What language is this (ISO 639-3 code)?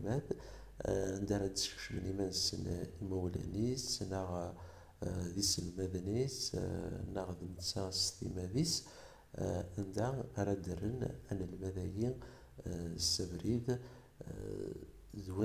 kab